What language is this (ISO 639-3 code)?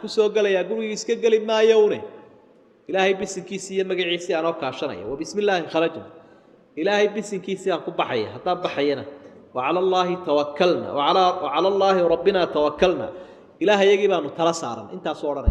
som